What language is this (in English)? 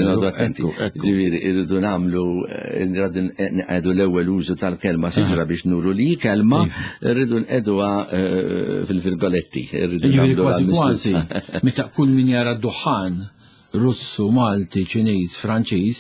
Maltese